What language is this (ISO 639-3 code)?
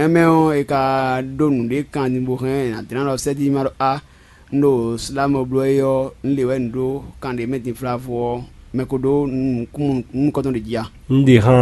fon